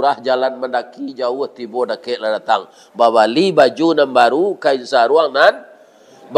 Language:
Minangkabau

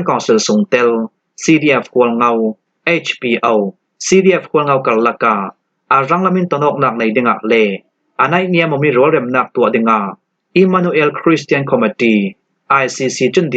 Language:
Falam Chin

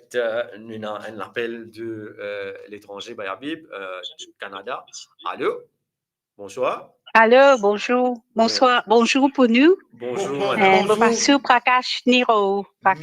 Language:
Morisyen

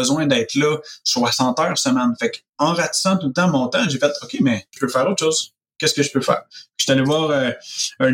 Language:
French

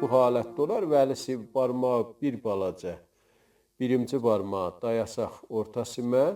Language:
South Azerbaijani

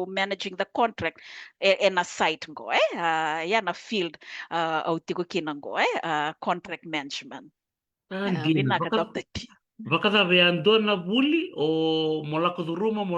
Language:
Fijian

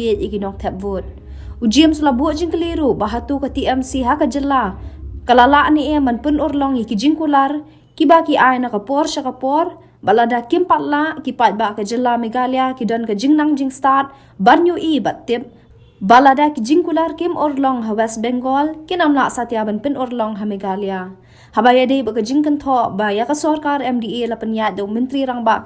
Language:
Khasi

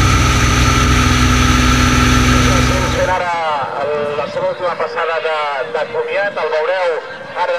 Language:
Catalan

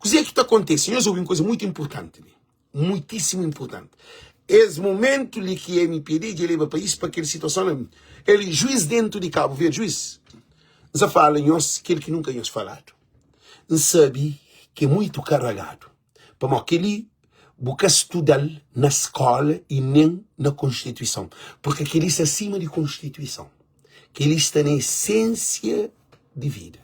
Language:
Kabuverdianu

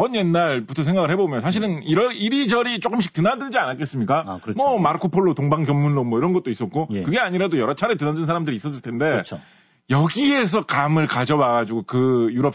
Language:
Korean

